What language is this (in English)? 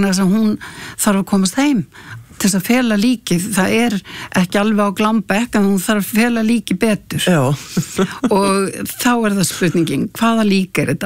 Icelandic